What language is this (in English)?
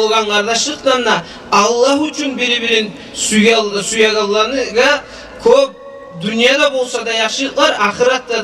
Kumyk